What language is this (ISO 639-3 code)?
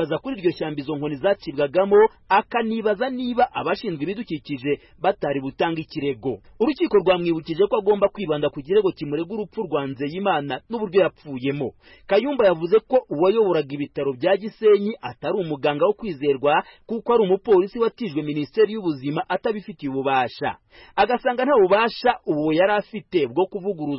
kin